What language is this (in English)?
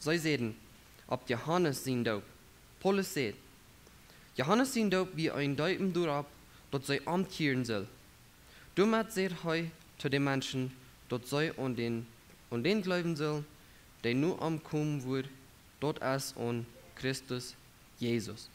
Plautdietsch